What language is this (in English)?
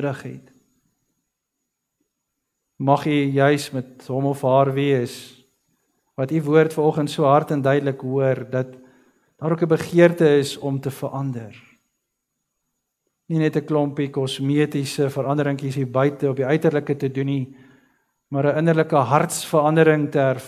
Afrikaans